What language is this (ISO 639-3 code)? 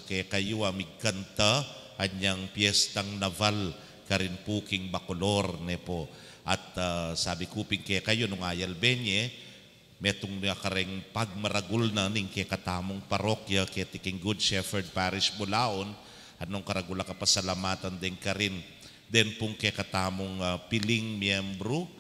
pam